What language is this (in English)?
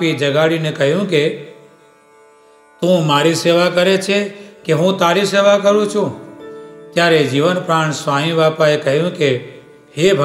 Gujarati